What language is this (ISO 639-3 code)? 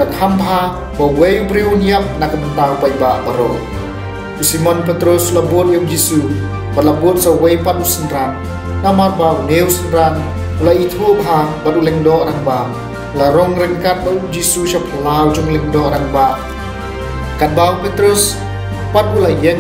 kha